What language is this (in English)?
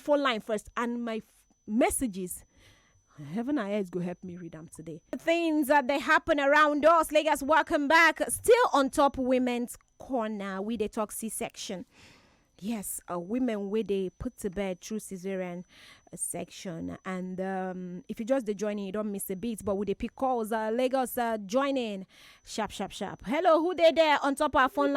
Nigerian Pidgin